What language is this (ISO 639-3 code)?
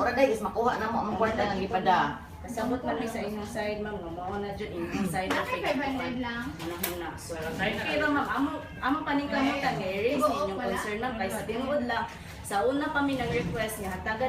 ceb